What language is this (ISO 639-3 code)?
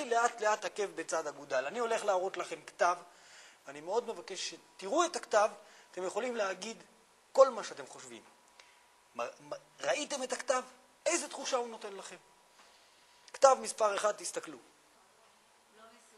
heb